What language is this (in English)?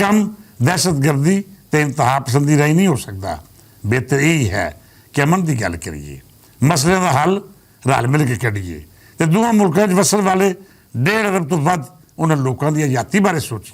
Western Panjabi